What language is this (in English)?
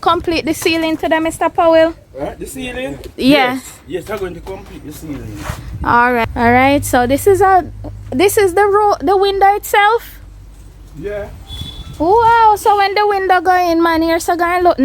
Jamaican Creole English